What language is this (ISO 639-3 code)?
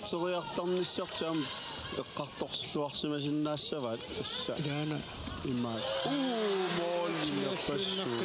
kal